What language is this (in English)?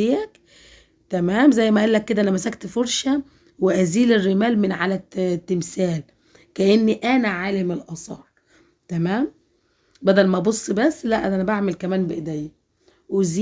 Egyptian Arabic